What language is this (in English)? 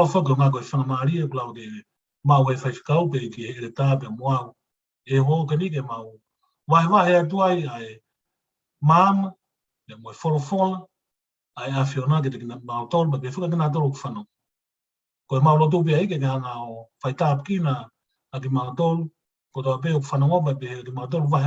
Tongan